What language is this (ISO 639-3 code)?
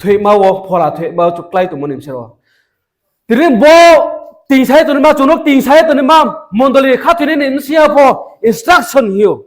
ria